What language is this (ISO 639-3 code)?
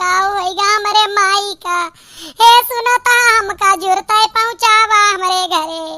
awa